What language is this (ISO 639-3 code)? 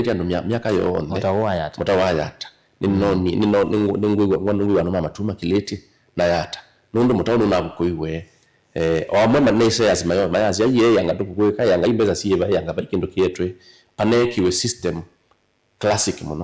kam